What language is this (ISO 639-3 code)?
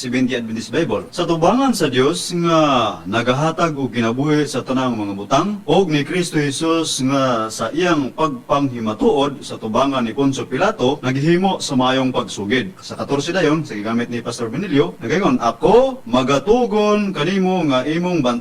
ceb